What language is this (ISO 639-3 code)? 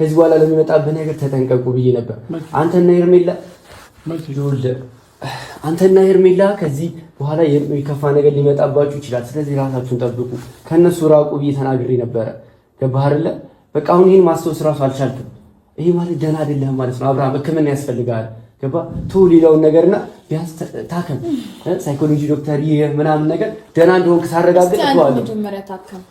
amh